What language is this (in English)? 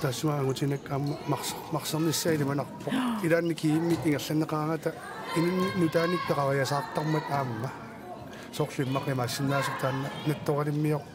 Kalaallisut